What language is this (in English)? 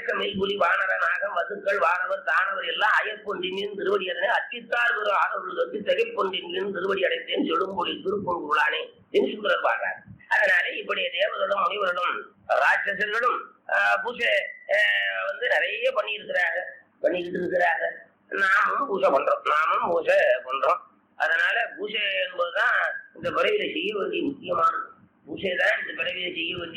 Tamil